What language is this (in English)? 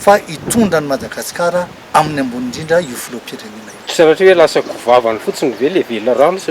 Malagasy